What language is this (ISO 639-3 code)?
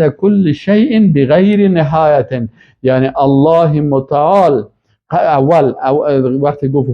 fas